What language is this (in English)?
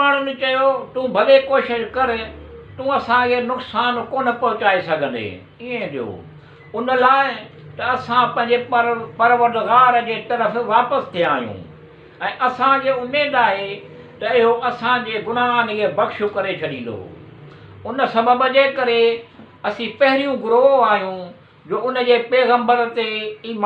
Sindhi